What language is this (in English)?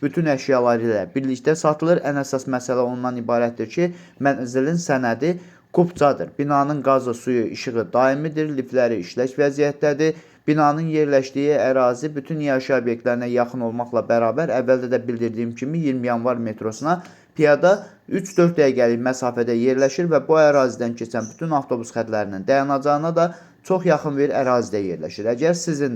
Azerbaijani